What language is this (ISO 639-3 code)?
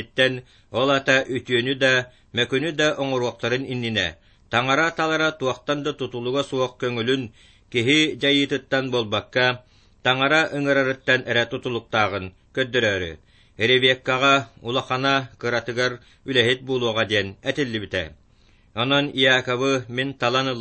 sah